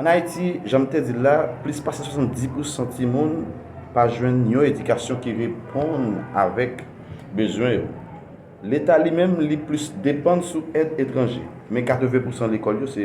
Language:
Haitian Creole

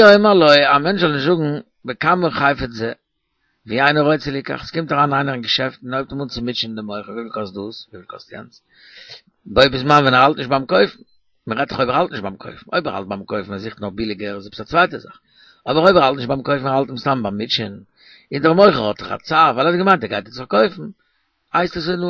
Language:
Yiddish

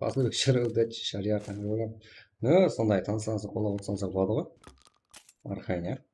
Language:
Kara-Kalpak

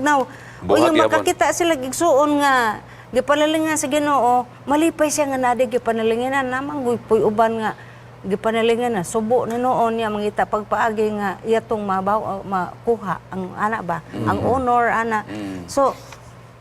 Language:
Cebuano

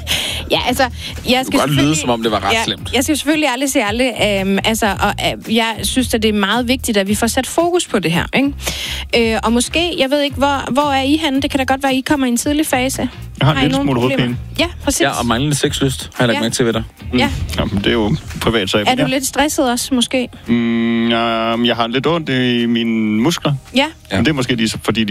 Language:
Danish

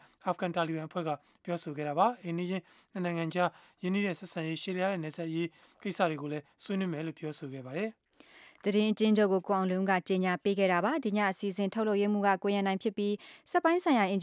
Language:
Burmese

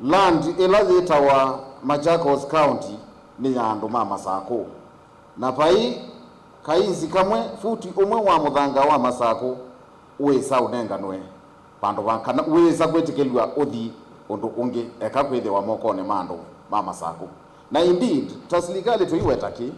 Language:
Kamba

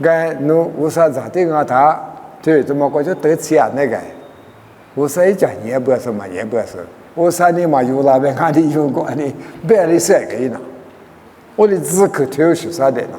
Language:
Lisu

